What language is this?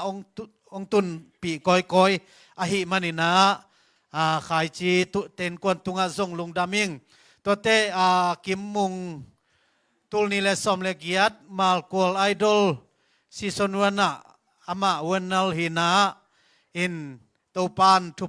Tedim Chin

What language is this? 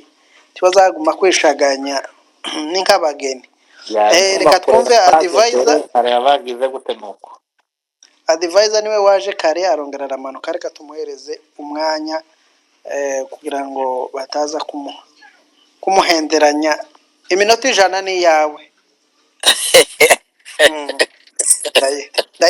Kinyarwanda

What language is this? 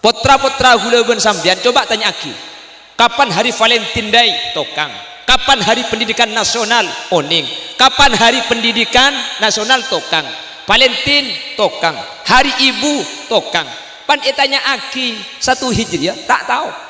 Madurese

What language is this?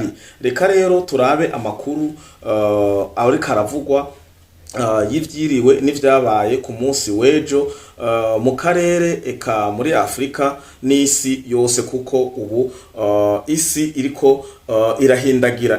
Rundi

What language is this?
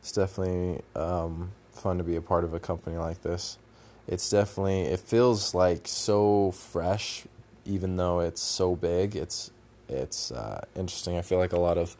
English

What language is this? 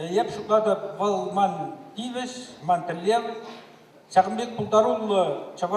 Chuvash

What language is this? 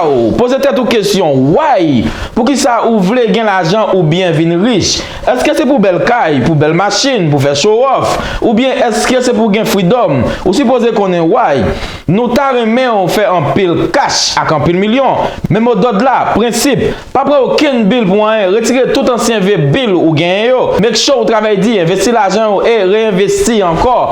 Haitian Creole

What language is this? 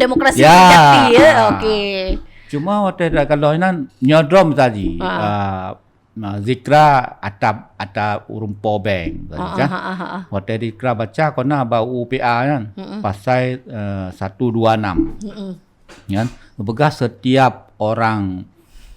Achinese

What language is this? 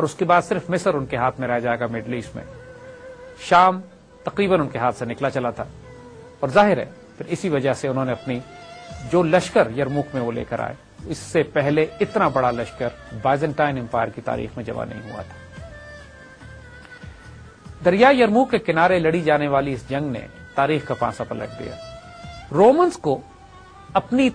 Urdu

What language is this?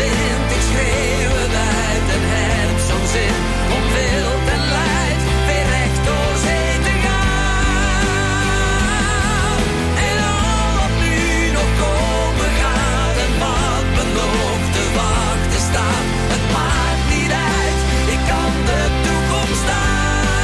Dutch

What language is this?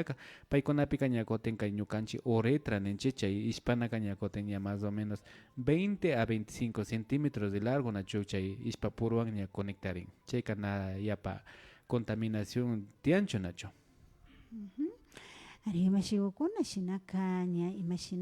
Imbabura Highland Quichua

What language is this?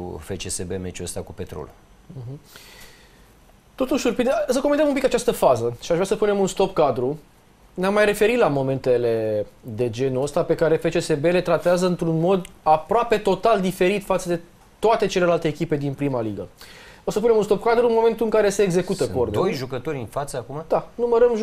Romanian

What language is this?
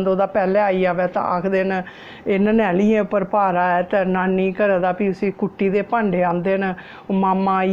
Dogri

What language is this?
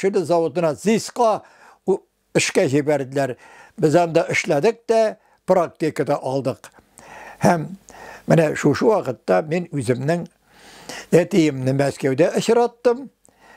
Tatar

